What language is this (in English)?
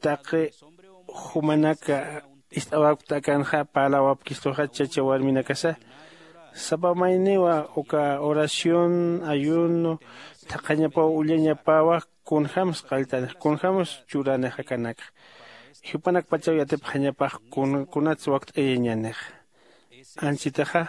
Aymara